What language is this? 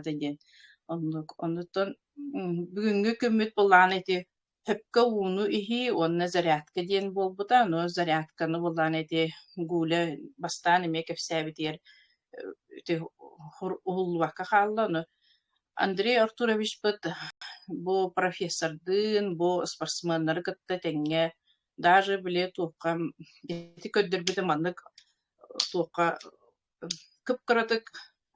Yakut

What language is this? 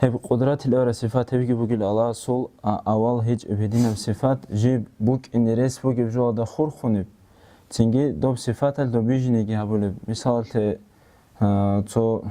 Avaric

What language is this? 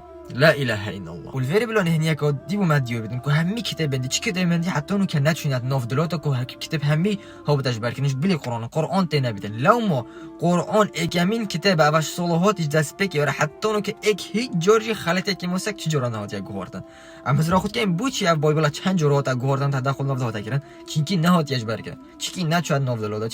Kurdish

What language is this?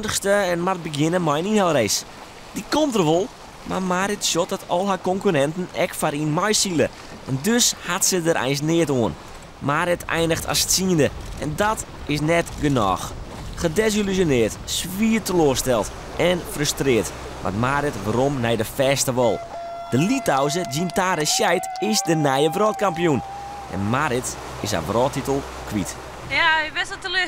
Western Frisian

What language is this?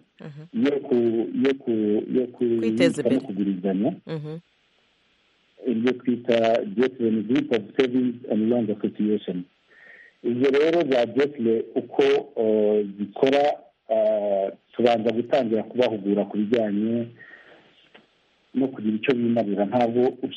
Kinyarwanda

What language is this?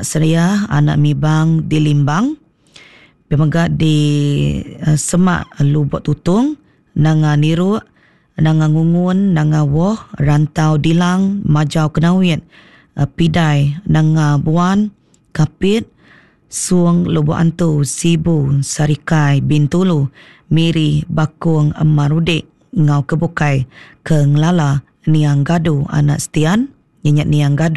Iban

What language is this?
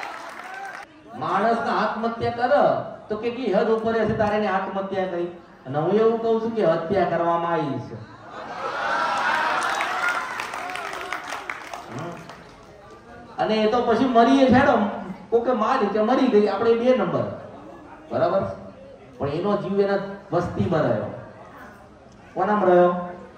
Gujarati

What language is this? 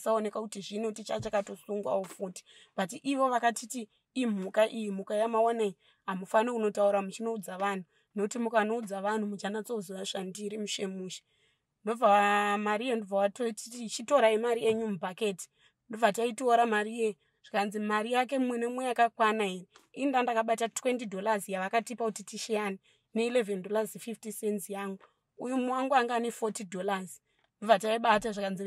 Shona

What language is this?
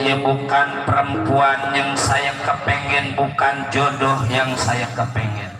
Betawi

